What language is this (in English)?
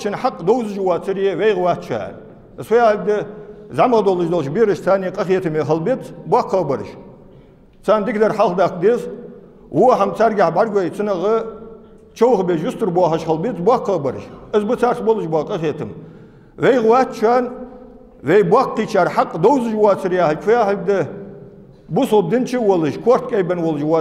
Ingush